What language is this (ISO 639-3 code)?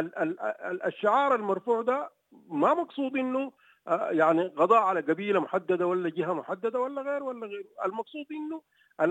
apd